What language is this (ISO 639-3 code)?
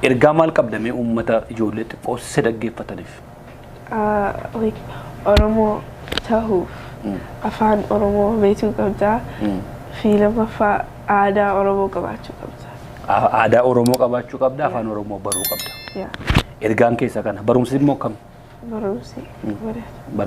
orm